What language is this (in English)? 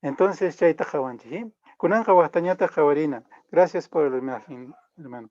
Quechua